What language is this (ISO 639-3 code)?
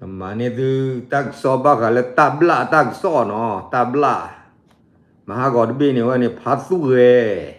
ksw